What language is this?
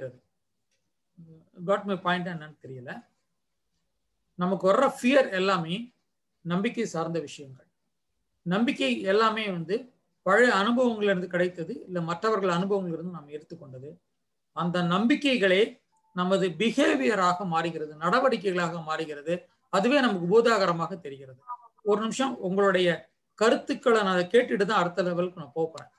Tamil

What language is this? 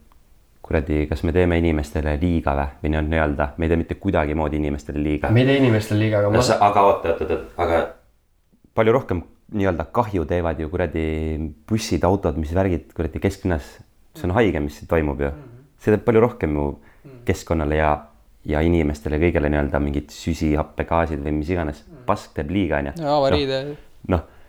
Estonian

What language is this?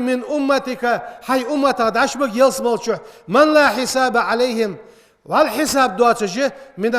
Ingush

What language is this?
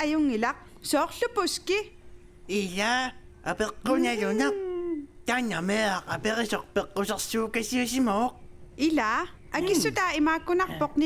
Kalaallisut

